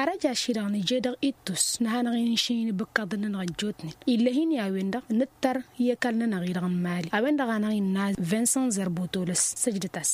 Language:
Tamasheq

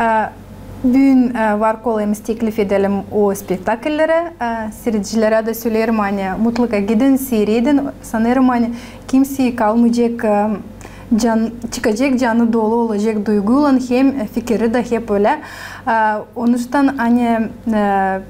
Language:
Gagauz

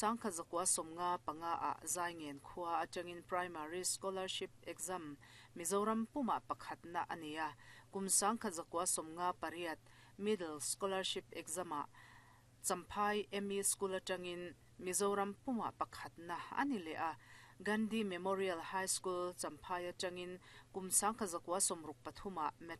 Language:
Mizo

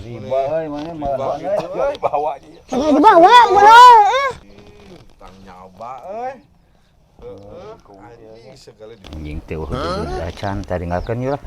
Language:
Sundanese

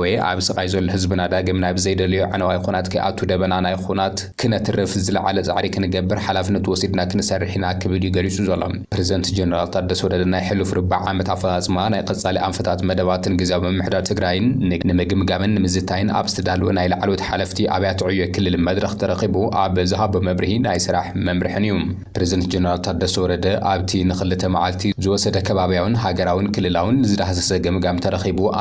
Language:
Tigrinya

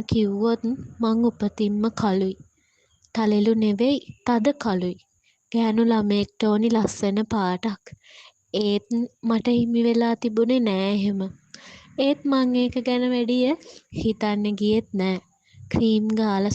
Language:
Sinhala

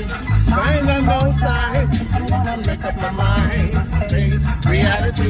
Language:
Jamaican Creole English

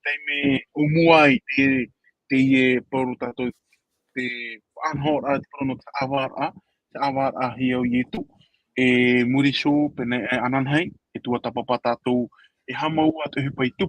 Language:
Tahitian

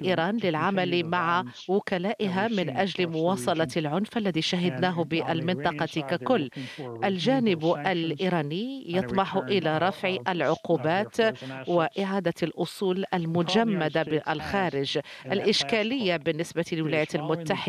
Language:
Arabic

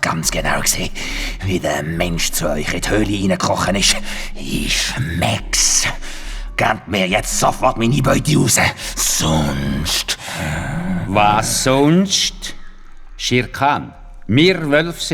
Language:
Swiss German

